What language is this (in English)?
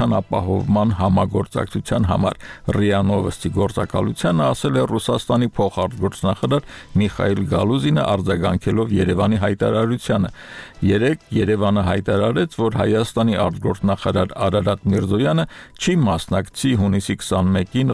Armenian